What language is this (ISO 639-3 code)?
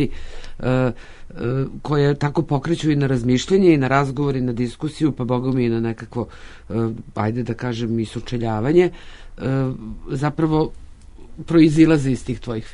srp